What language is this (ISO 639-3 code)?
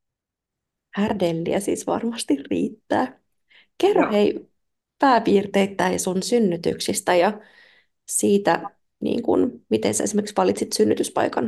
fin